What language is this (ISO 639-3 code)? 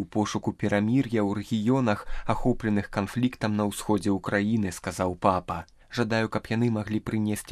bel